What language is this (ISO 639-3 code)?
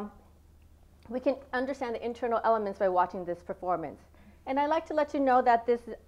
eng